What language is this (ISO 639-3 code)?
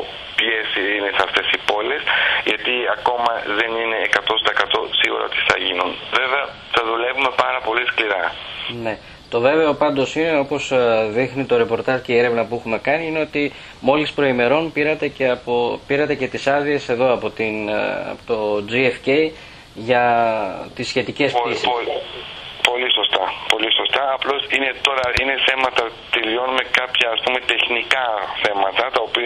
ell